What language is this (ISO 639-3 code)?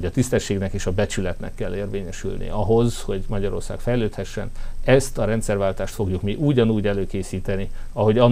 hun